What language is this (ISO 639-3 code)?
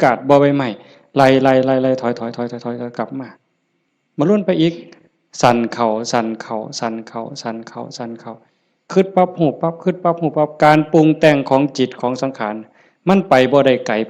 tts